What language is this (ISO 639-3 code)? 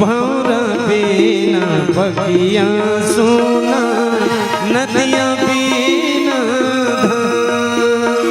hne